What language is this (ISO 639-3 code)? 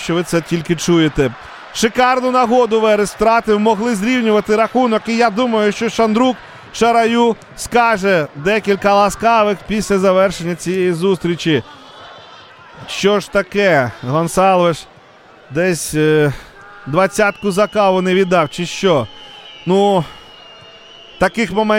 ukr